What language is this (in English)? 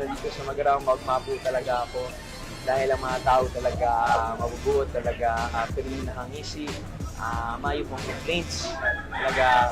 Bikol